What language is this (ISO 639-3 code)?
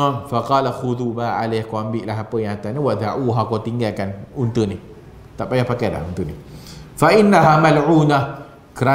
msa